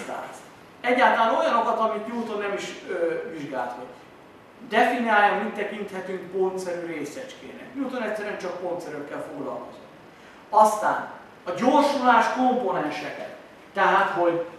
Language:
Hungarian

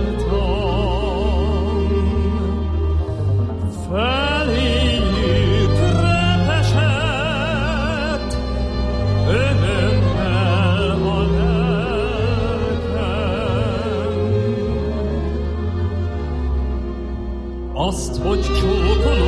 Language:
Hungarian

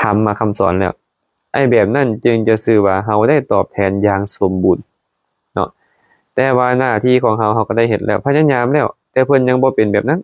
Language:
Lao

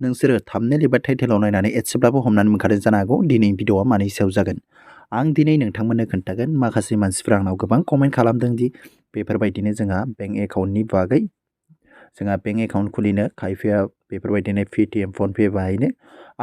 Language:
Bodo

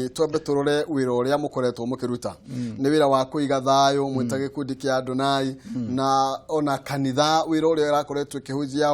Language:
Kikuyu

